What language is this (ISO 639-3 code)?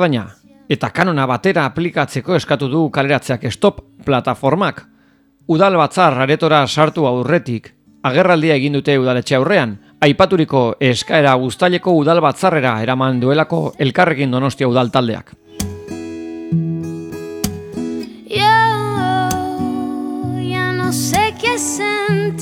eus